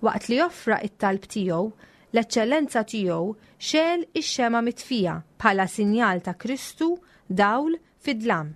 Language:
Maltese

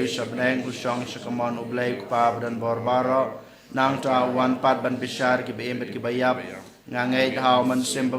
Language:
Khasi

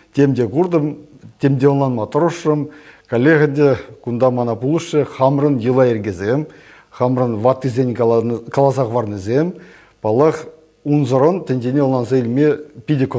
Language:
Chuvash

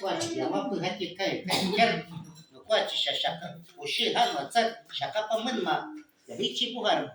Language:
Shuar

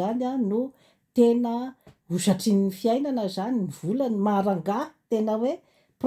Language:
Malagasy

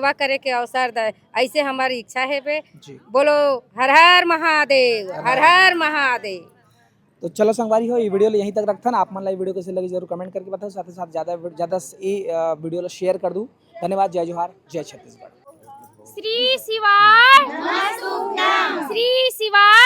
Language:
Chhattisgarhi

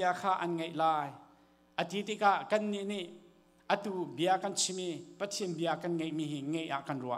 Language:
Hakha Chin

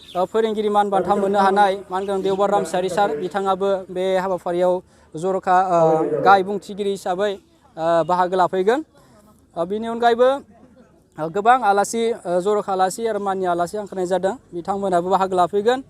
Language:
Bodo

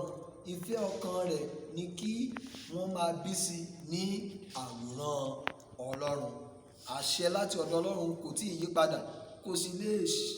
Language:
Yoruba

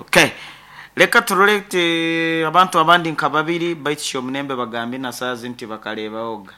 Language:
Nyankole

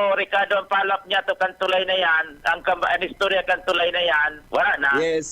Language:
Bikol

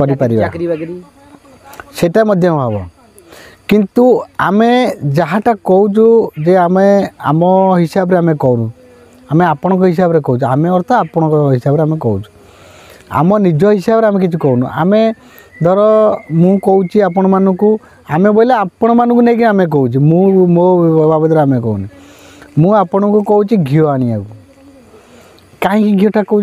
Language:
Odia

